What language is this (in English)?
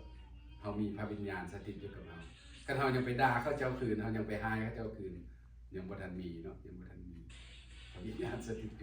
Lao